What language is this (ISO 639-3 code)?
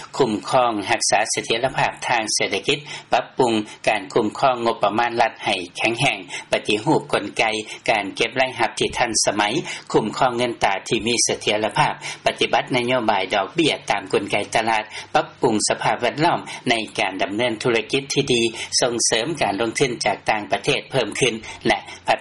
lao